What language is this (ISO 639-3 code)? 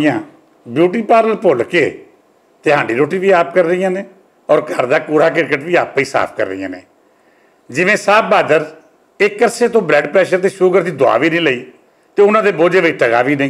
lah